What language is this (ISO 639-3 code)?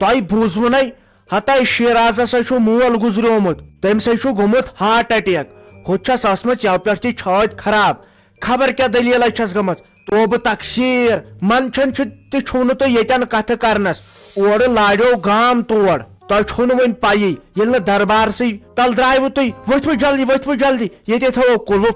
kas